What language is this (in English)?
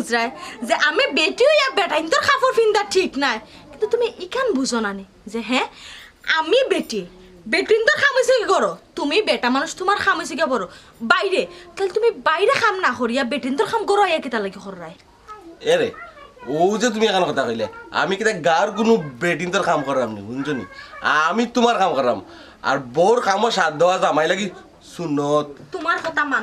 Sylheti